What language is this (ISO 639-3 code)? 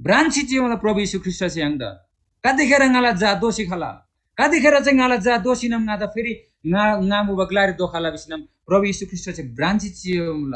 taj